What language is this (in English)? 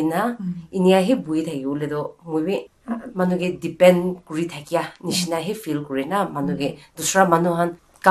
Naga Pidgin